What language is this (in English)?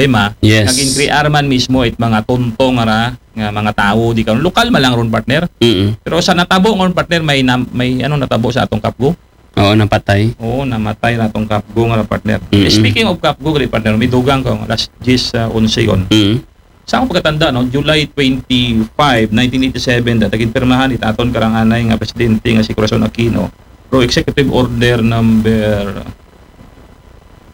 Aklanon